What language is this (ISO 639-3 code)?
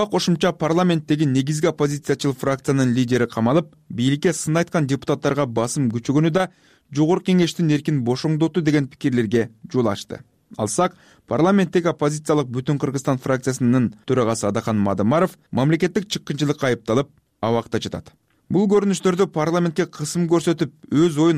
kir